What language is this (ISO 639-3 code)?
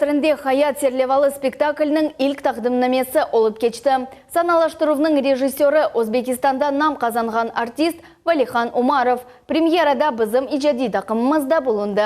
crh